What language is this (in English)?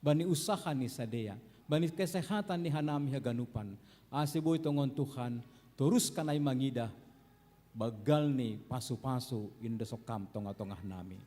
Batak Simalungun